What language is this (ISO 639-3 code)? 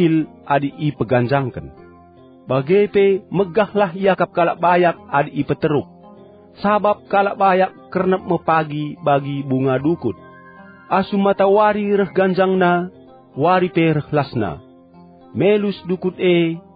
btx